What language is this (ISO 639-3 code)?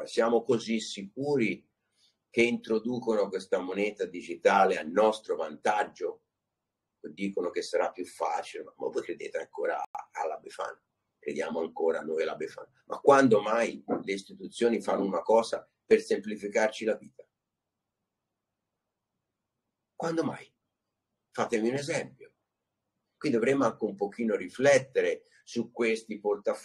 ita